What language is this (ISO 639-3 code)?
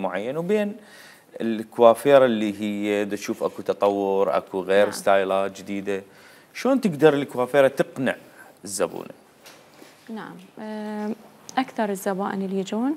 acm